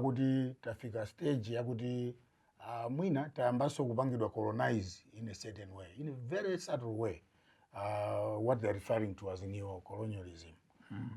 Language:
Nyanja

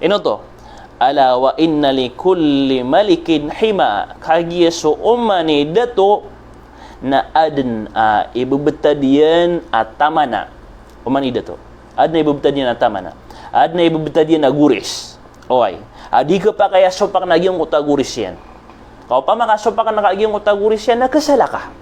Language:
Maranao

